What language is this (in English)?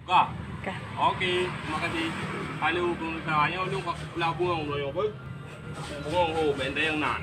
Achinese